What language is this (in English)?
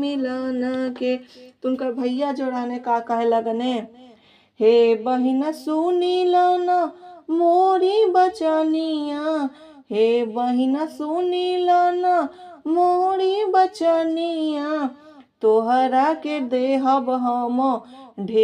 Bhojpuri